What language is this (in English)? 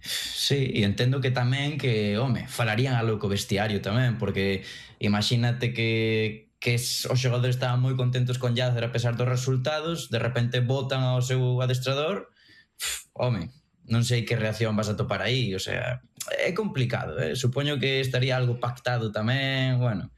Galician